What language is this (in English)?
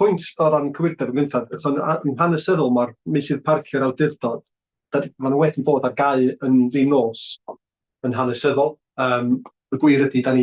Welsh